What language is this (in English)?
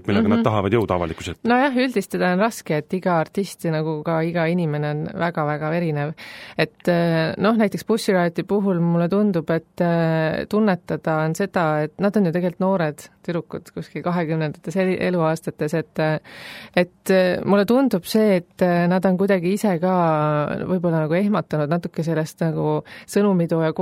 Estonian